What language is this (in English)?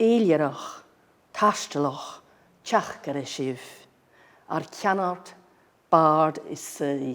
Scottish Gaelic